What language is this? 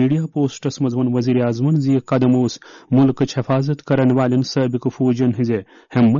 Kashmiri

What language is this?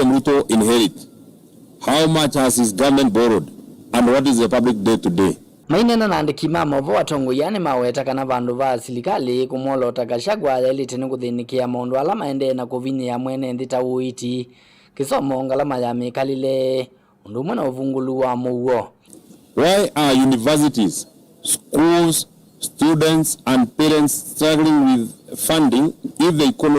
Kamba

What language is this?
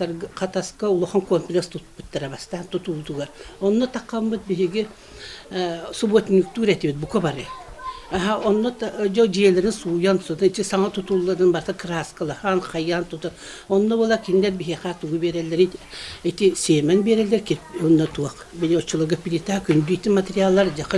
Yakut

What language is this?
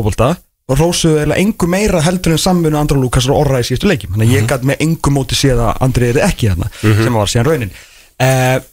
Icelandic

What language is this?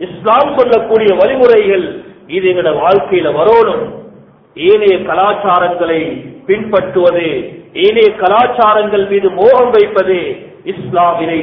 Tamil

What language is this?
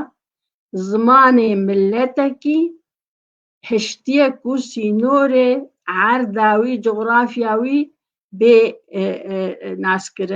Kurdish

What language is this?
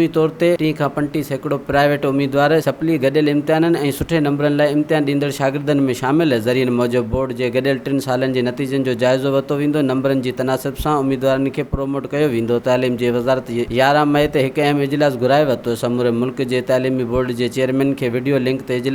Sindhi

